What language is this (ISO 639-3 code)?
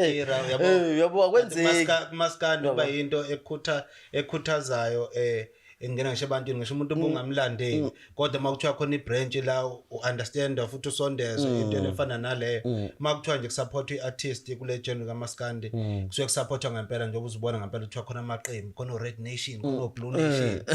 zul